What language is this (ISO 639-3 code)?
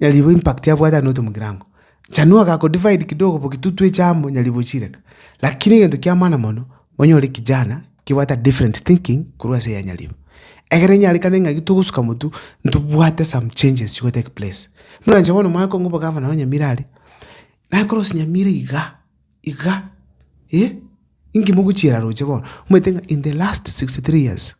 guz